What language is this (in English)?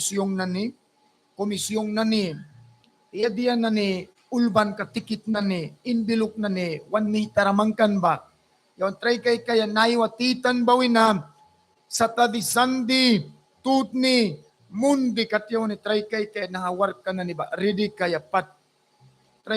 Mískito